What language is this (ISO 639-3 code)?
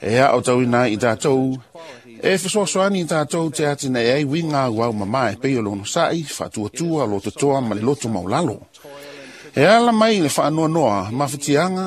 smo